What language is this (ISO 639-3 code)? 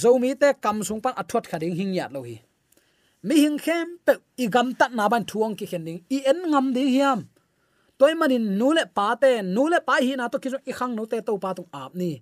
ctd